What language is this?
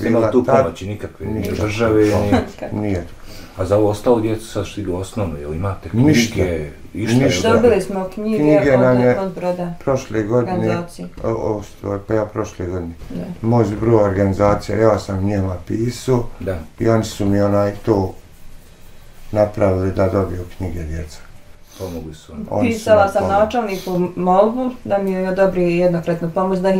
Bosnian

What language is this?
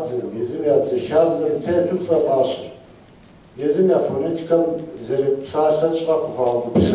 Kabardian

